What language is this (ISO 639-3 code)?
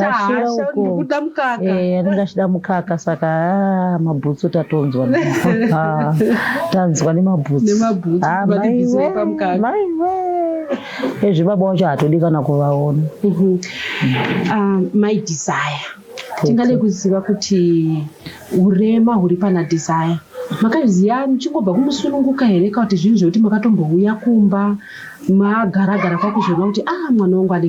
sna